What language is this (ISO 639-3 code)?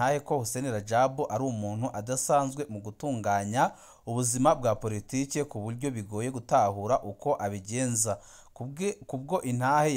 run